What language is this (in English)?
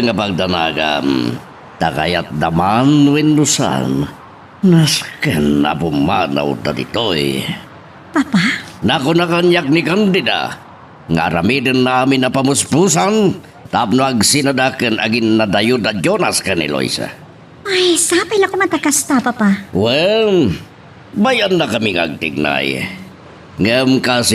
Iloko